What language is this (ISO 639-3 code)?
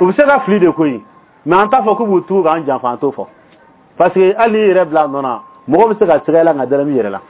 bam